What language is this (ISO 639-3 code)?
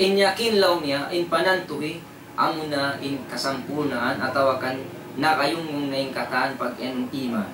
tsg